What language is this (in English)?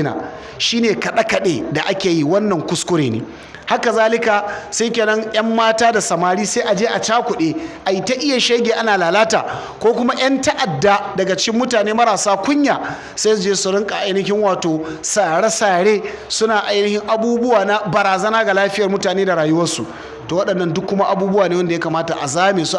Hausa